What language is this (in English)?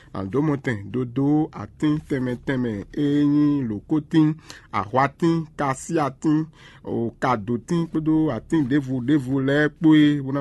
Fon